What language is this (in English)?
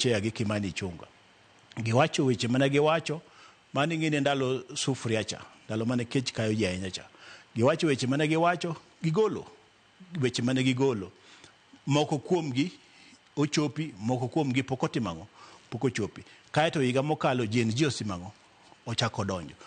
Luo (Kenya and Tanzania)